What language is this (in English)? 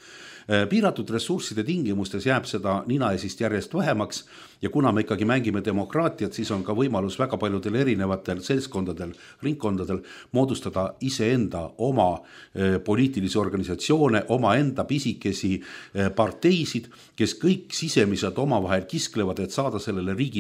Estonian